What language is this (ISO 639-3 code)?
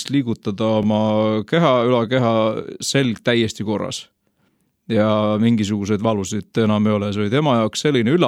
est